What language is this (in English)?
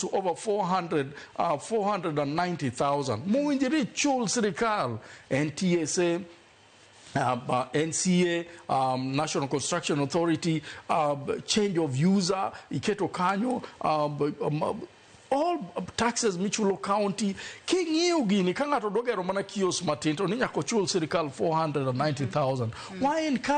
Luo (Kenya and Tanzania)